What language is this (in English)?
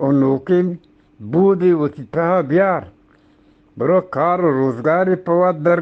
Eastern Balochi